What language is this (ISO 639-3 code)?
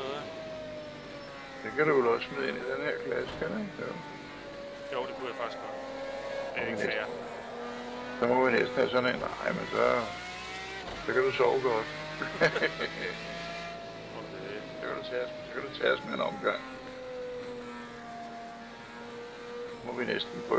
dan